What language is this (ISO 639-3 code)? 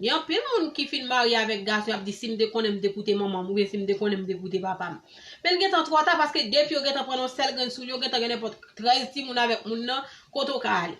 hat